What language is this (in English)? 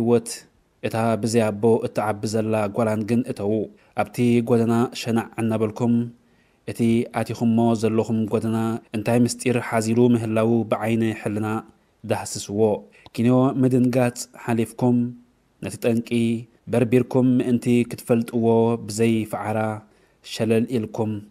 Tigrinya